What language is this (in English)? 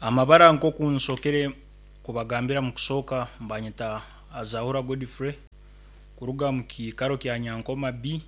Nyankole